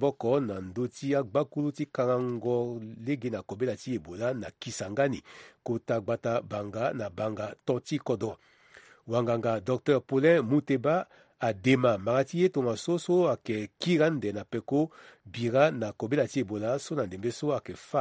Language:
Sango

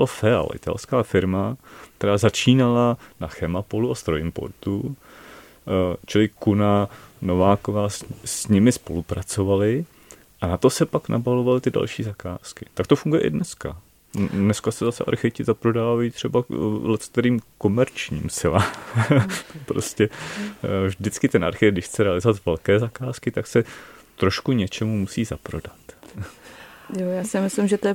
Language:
Czech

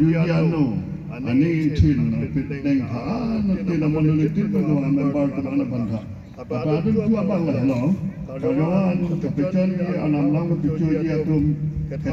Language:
Karbi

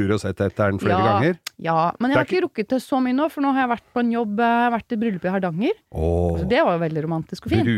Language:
Norwegian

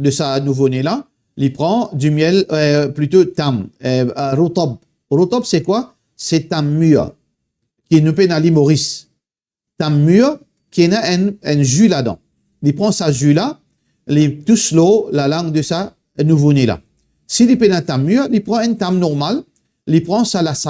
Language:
Morisyen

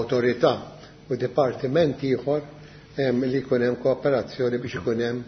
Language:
Maltese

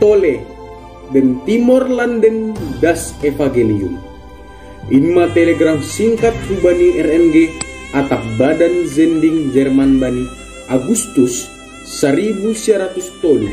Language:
Batak Simalungun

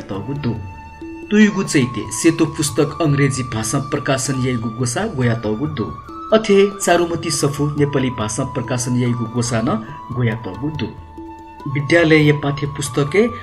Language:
Newari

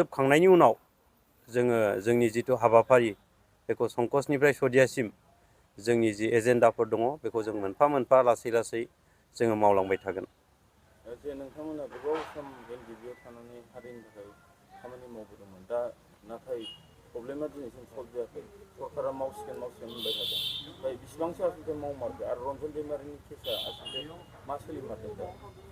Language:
Bodo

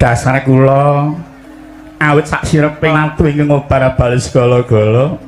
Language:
Javanese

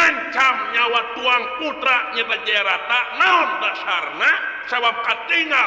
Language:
Sundanese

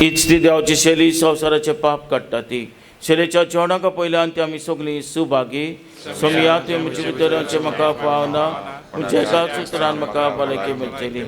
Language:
Konkani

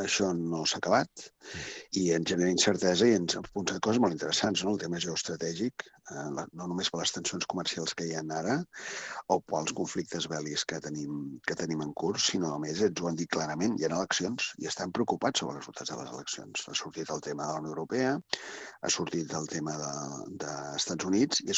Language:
Catalan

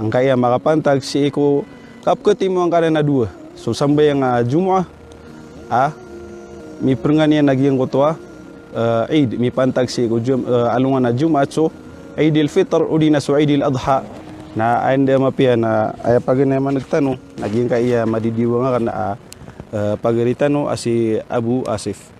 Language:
Maranao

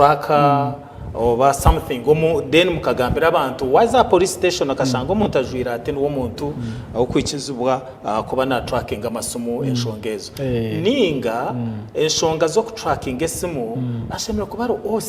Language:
Nyankole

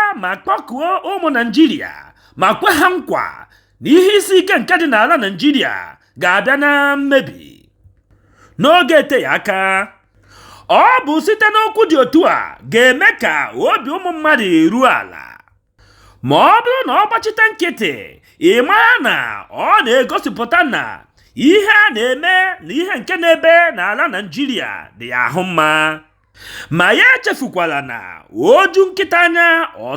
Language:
Igbo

